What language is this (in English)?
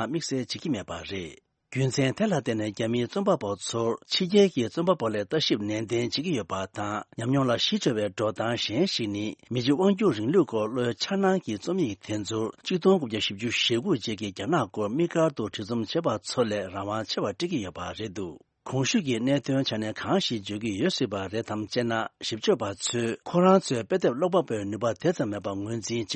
Tibetan